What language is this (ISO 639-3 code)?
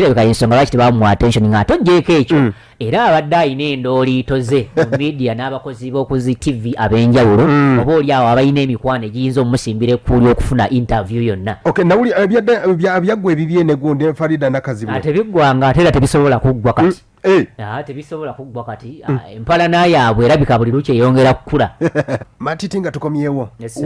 lug